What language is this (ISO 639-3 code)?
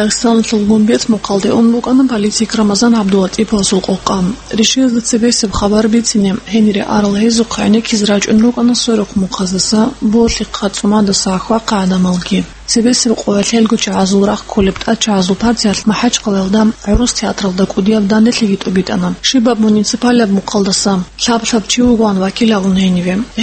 ava